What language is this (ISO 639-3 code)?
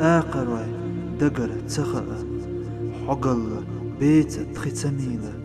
che